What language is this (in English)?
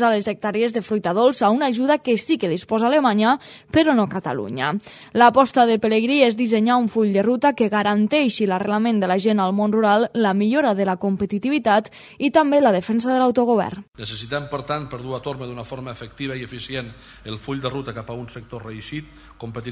Catalan